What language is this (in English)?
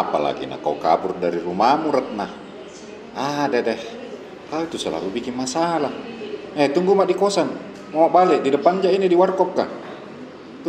Makassar Malay